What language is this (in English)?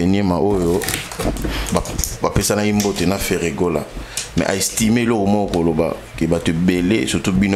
Lingala